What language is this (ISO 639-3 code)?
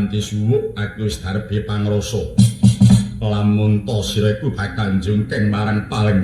jav